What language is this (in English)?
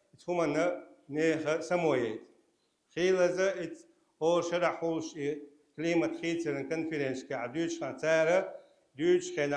Chechen